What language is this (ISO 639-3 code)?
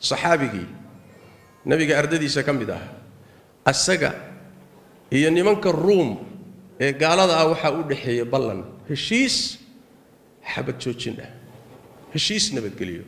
som